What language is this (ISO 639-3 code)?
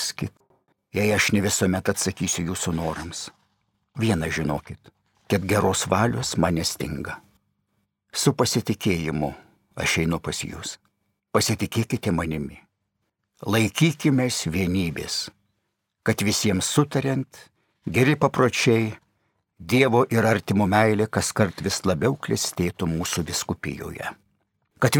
lit